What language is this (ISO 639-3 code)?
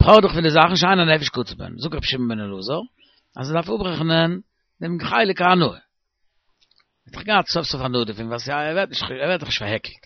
yid